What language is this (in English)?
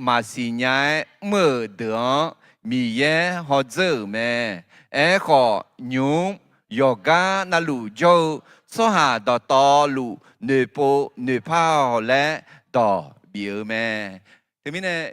Akha